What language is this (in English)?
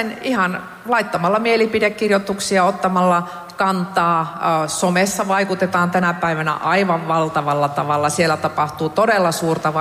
Finnish